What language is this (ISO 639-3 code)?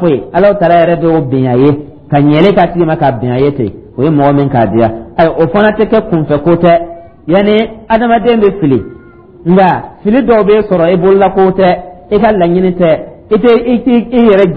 dyu